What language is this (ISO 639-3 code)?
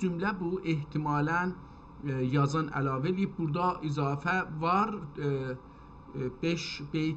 azb